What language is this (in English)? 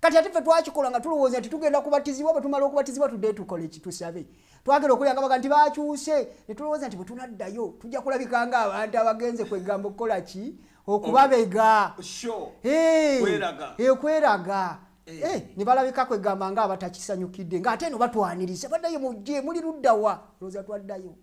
Ganda